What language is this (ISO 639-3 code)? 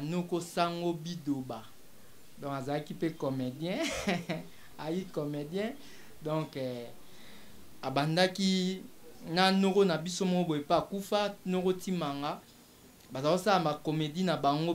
lin